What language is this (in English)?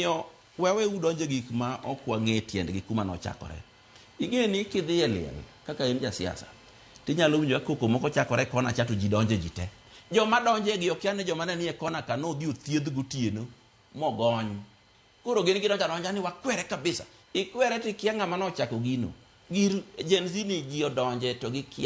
Luo (Kenya and Tanzania)